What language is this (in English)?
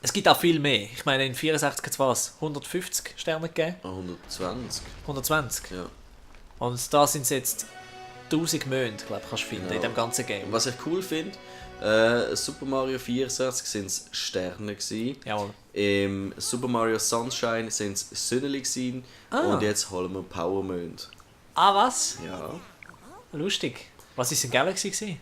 Swiss German